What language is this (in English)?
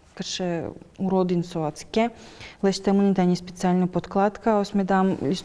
Udmurt